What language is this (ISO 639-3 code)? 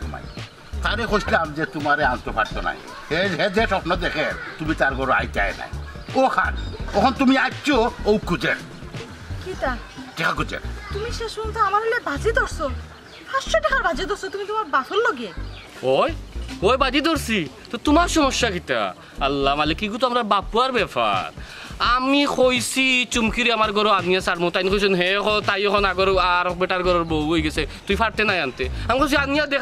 syl